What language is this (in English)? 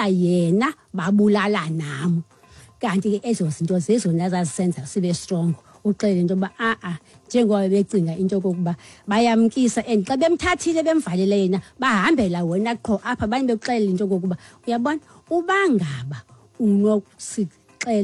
Xhosa